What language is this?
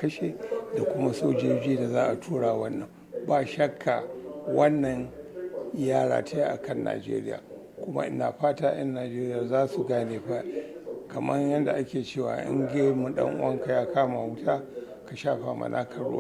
Hausa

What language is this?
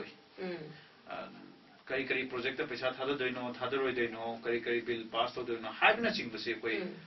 Manipuri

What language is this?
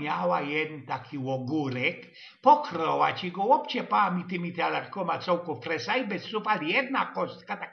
Silesian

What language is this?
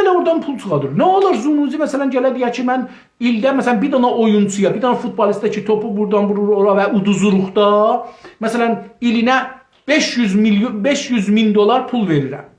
South Azerbaijani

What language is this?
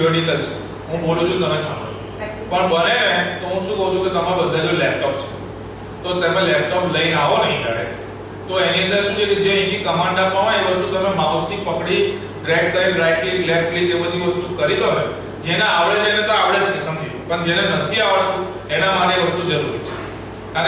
Gujarati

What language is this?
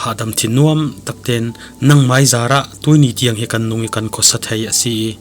Falam Chin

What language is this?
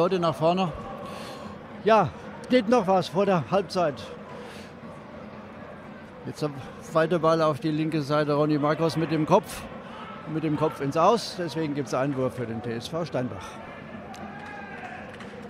German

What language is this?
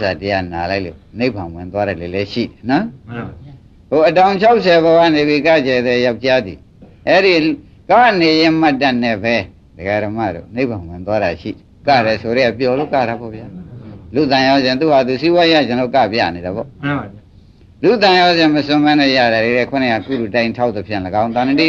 Burmese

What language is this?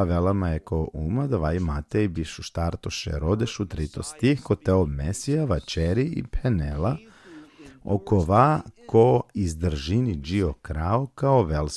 Balkan Romani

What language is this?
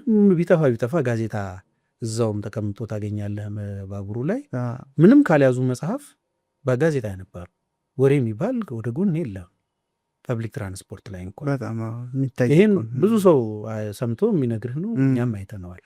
Amharic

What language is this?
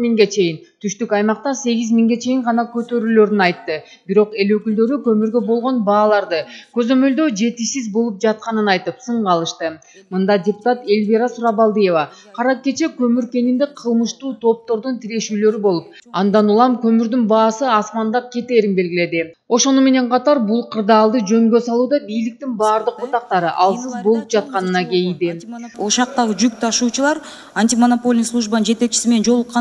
Kyrgyz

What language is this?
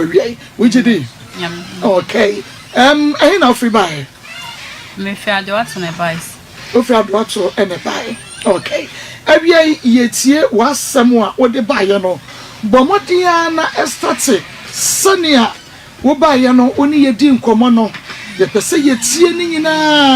Akan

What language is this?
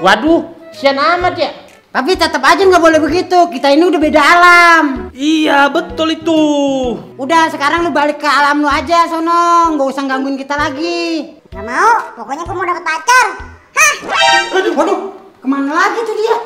Betawi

